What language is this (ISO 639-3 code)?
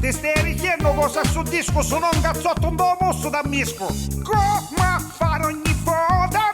nap